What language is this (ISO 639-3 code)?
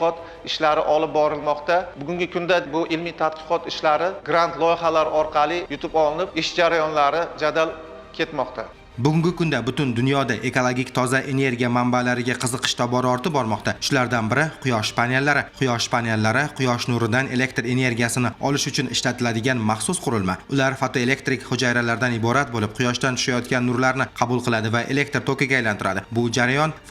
uzb